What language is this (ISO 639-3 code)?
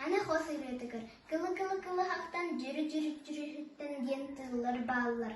sah